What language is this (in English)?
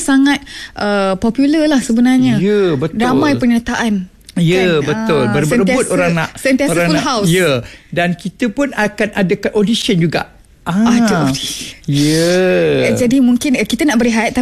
Malay